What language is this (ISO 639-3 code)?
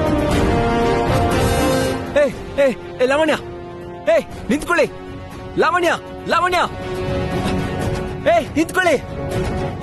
kan